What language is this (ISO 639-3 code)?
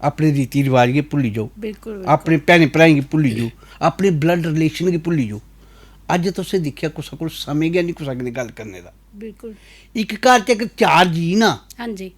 doi